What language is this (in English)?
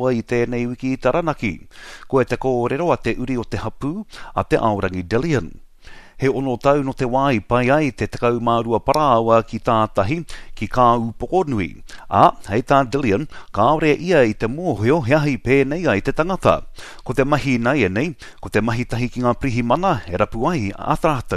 Māori